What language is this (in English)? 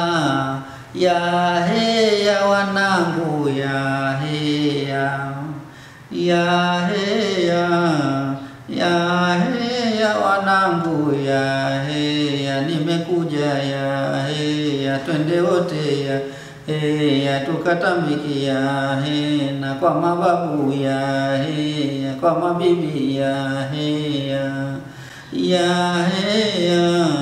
Swahili